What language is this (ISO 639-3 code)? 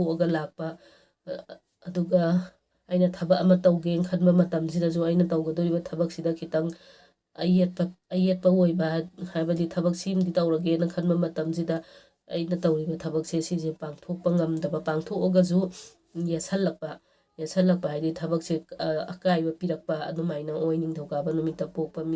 mni